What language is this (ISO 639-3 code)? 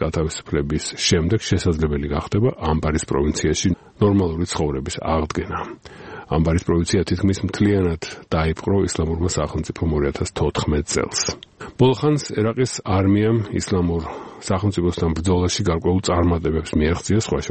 kat